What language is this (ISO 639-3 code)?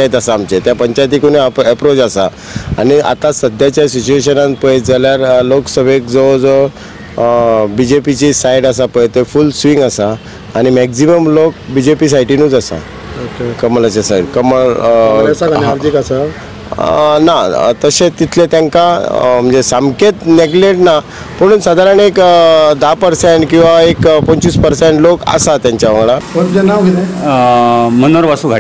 kok